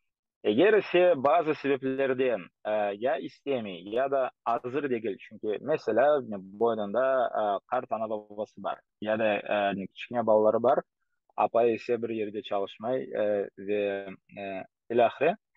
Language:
Crimean Tatar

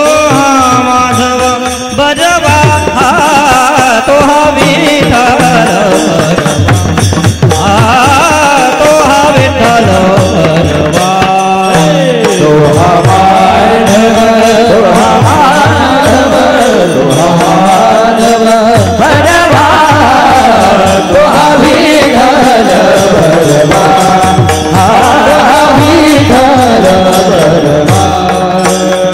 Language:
Marathi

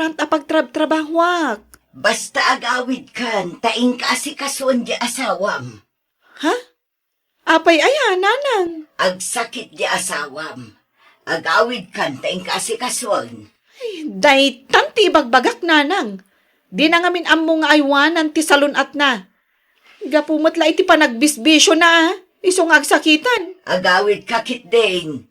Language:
Iloko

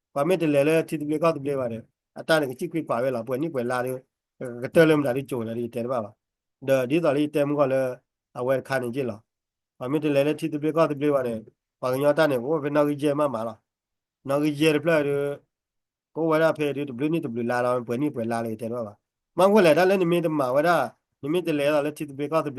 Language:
S'gaw Karen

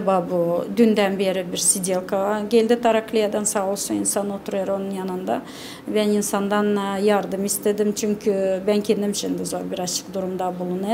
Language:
Gagauz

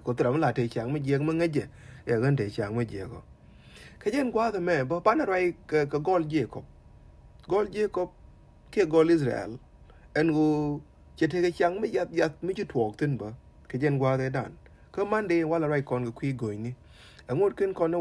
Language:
Nuer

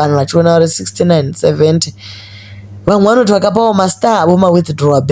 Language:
Shona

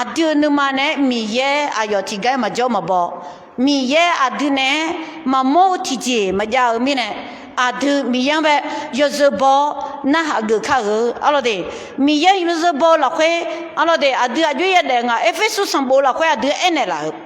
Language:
Akha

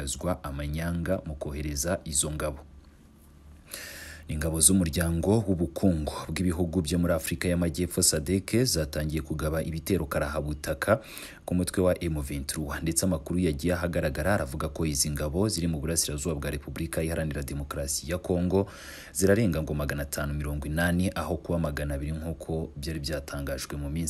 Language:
Kinyarwanda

